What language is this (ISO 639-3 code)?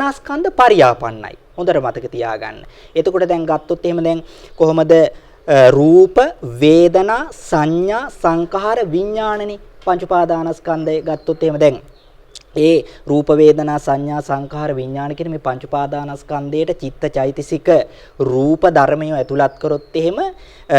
sin